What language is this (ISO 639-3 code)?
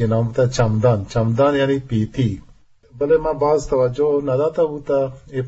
bgp